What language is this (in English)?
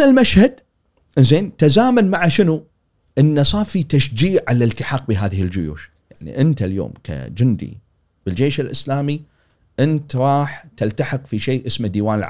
Gulf Arabic